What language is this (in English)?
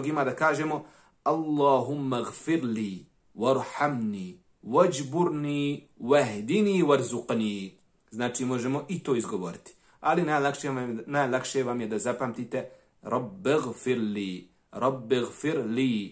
Bosnian